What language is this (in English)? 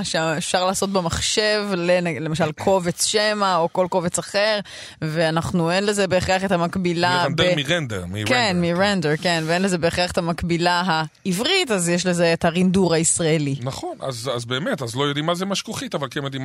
Hebrew